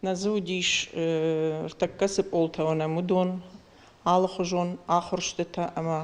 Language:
Ossetic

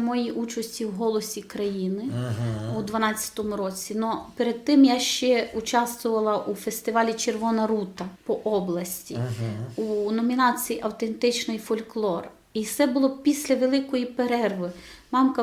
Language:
Rusyn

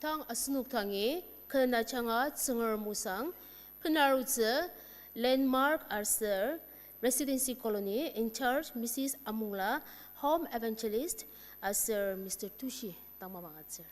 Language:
Ao Naga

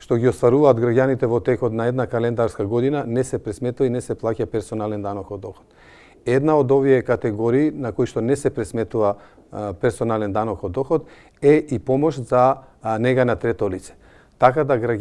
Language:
Macedonian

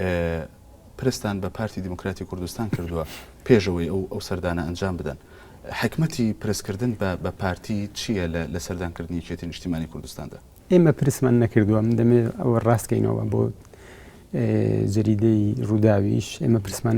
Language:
Central Kurdish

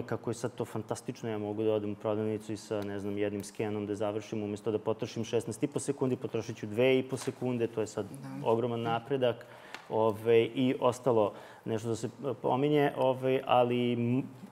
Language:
Serbian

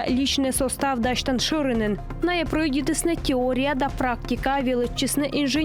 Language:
Komi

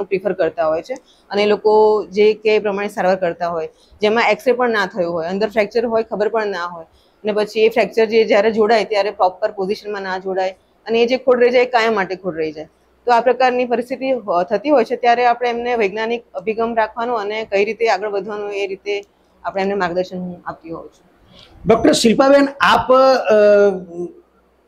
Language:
Gujarati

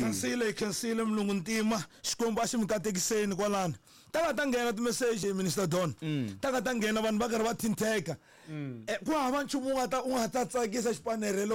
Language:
Tsonga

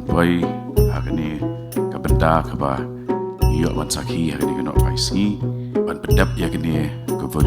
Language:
Khasi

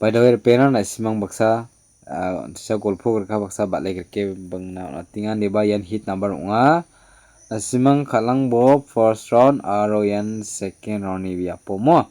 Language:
Garo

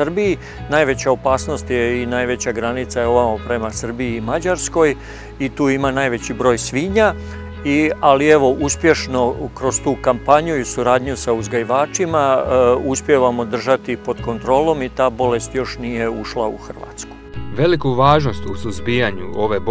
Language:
Croatian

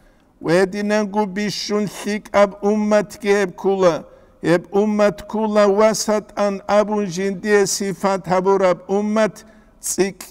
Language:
Avaric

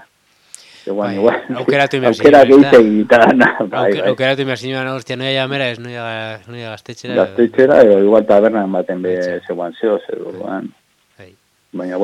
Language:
Basque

